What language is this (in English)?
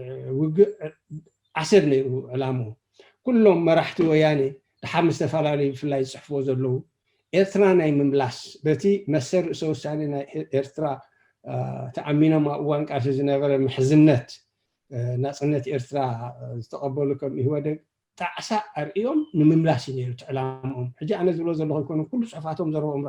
Tigrinya